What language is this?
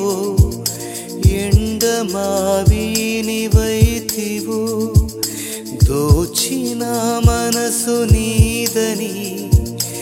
Telugu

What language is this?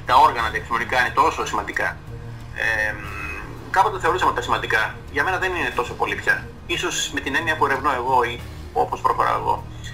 Greek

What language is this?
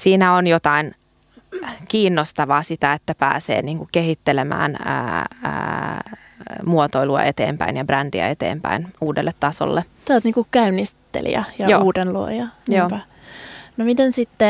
Finnish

